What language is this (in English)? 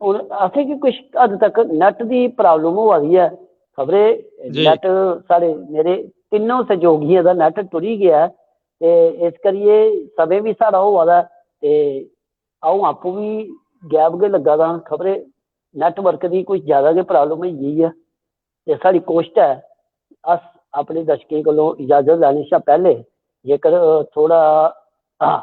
Dogri